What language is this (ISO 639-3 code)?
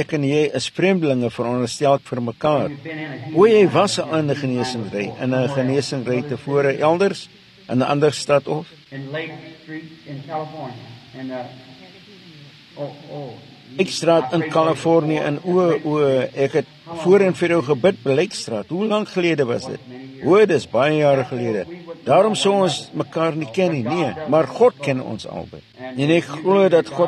afr